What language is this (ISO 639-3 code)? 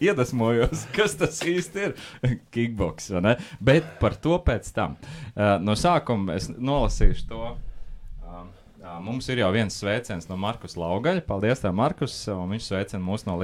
lav